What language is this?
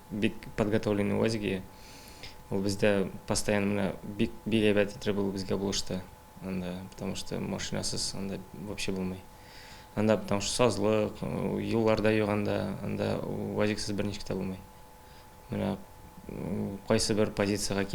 Tatar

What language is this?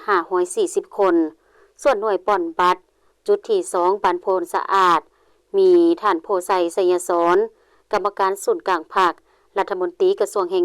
Lao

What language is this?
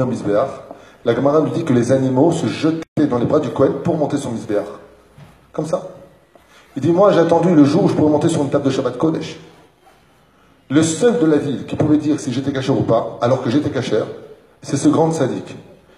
French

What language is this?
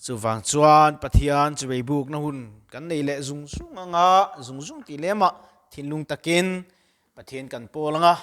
Mizo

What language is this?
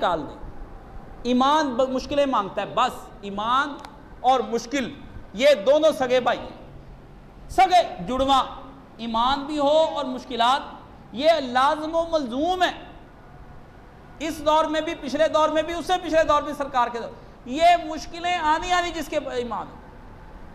Urdu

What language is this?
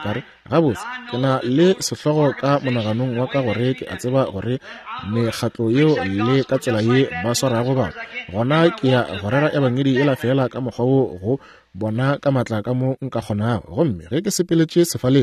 Northern Sotho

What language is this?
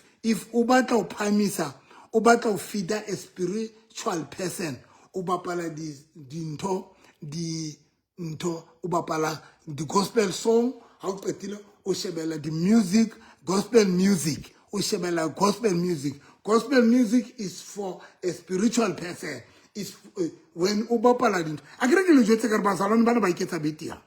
Southern Sotho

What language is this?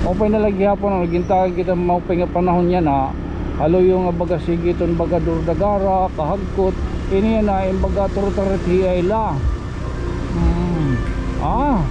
Waray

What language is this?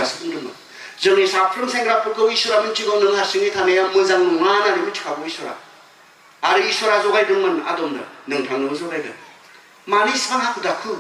Bodo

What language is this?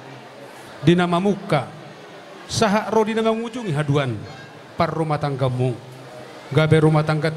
Batak Toba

